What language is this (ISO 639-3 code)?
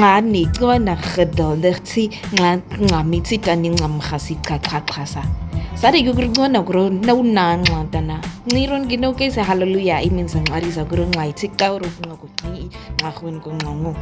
naq